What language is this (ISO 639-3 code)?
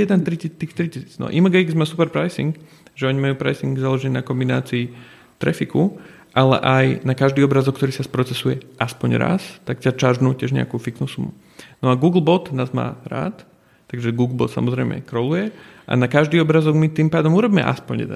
slk